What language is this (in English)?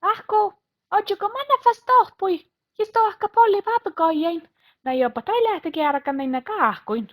Northern Sami